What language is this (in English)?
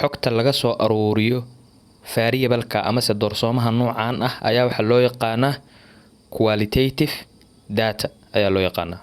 Somali